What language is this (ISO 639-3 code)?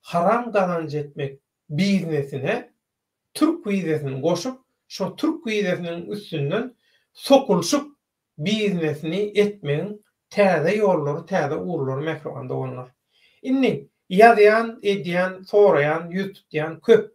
tuk